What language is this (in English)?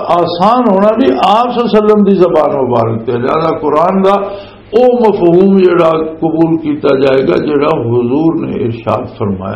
Western Panjabi